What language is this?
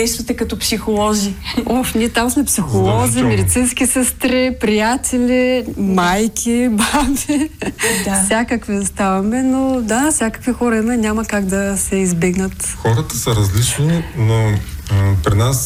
Bulgarian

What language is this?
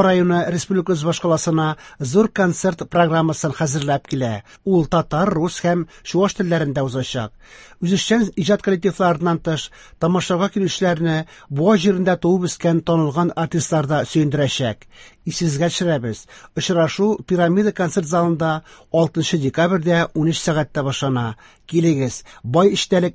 Tatar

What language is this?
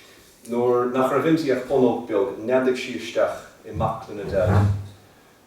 Irish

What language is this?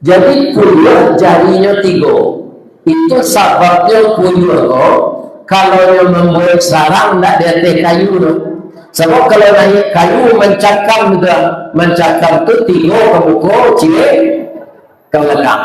Minangkabau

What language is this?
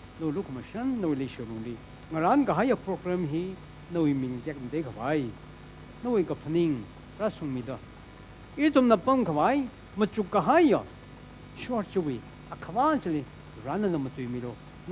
Tangkhul Naga (India)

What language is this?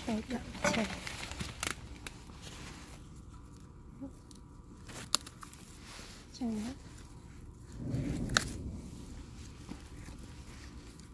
Vietnamese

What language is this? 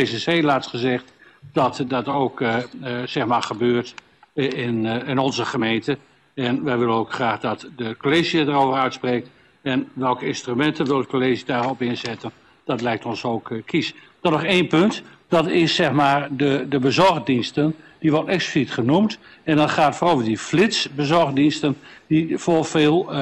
Dutch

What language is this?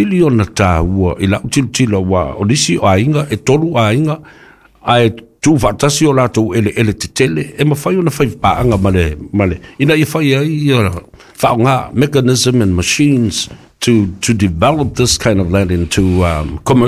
Samoan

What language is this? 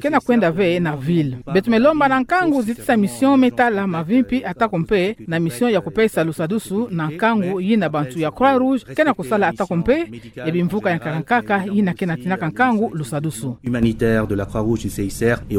Kituba (Democratic Republic of Congo)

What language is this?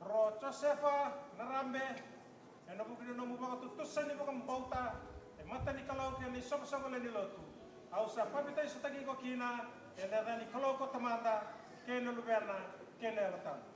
Fijian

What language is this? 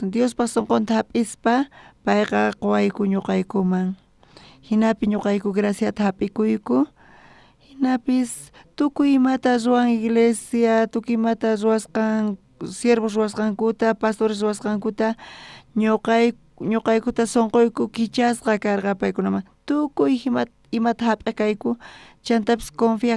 South Bolivian Quechua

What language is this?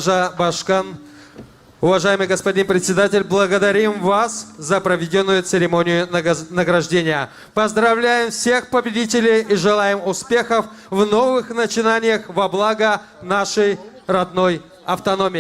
Gagauz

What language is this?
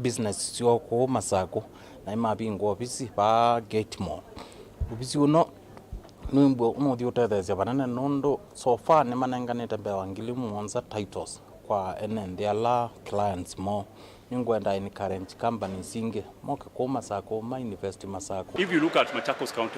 Kamba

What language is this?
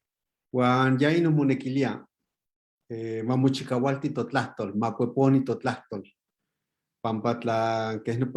Eastern Huasteca Nahuatl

